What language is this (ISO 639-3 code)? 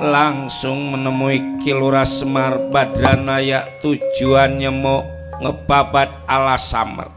bew